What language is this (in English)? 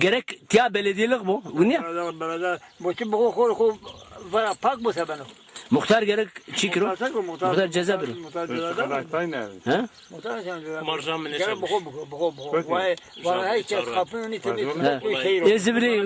Zaza